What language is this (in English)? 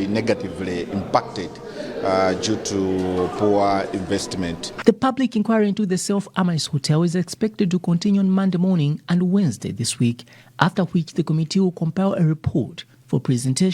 English